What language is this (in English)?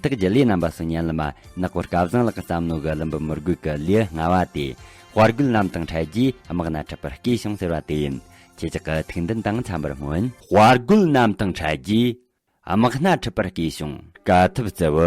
Tibetan